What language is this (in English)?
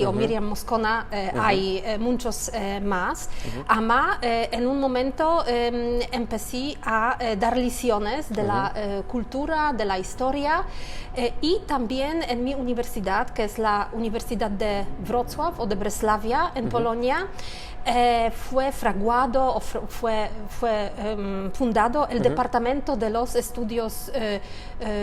Ladino